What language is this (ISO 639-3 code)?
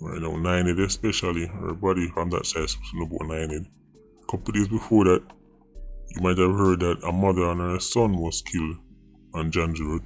jam